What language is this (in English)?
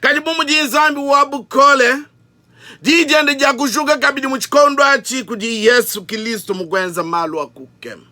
Luba-Lulua